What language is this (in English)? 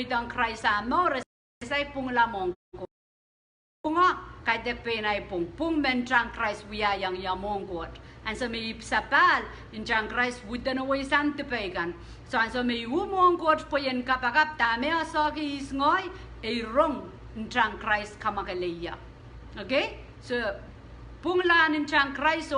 Pohnpeian